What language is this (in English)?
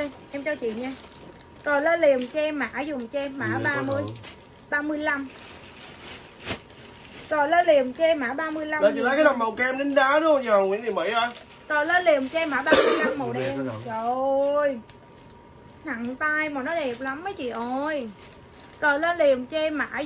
Vietnamese